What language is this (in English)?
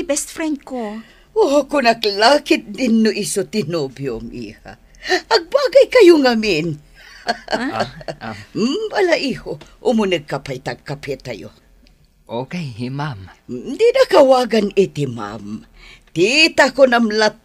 Iloko